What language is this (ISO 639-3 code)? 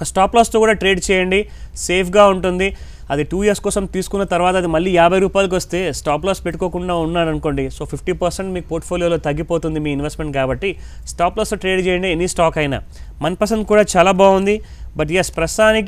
tel